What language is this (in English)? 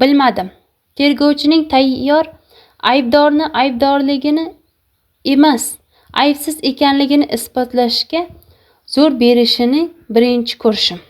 Uzbek